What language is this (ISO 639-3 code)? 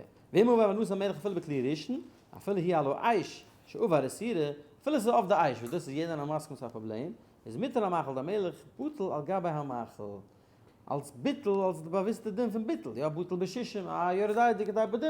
yid